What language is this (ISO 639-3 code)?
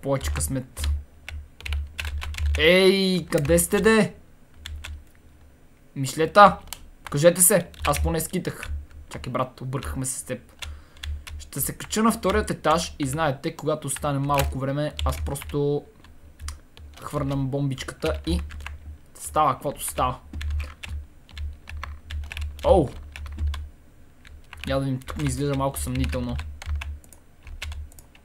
bul